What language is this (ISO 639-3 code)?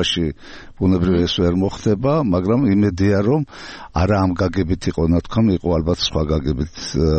kat